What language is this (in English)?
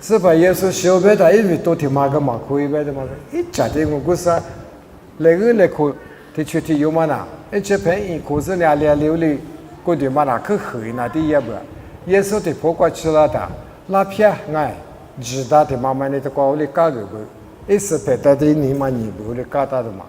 Lisu